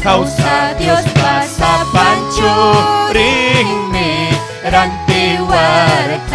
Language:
Ayacucho Quechua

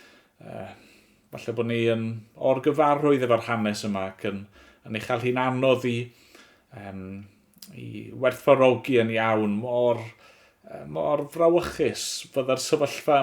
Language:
Welsh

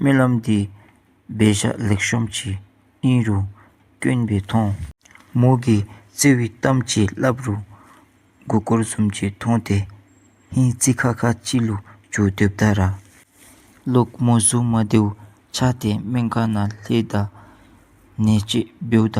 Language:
Dzongkha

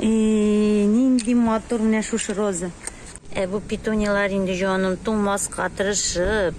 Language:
Tatar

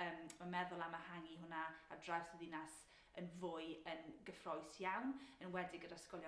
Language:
Welsh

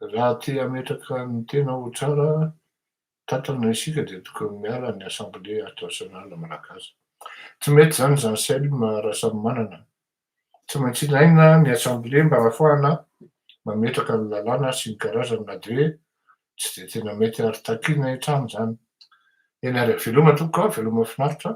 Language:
Malagasy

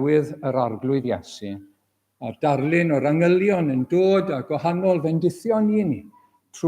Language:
Welsh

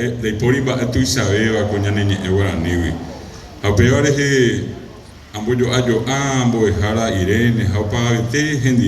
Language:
Guarani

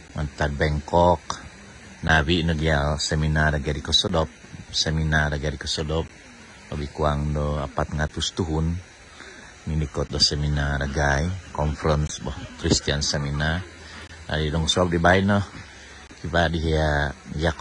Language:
Central Dusun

